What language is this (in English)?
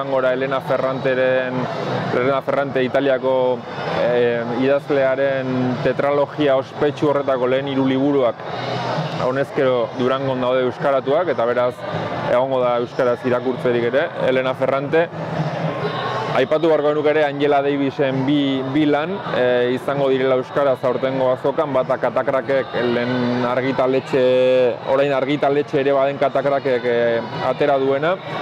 Basque